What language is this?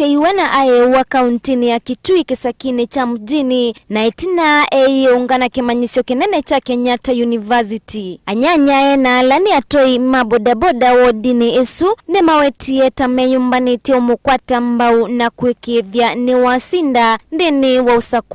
Kamba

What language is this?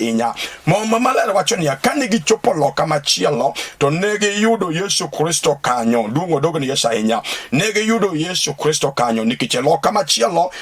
Luo (Kenya and Tanzania)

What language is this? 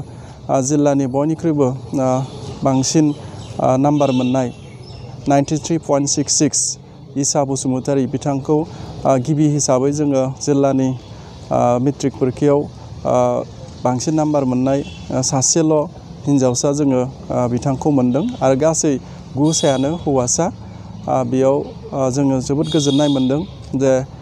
Bodo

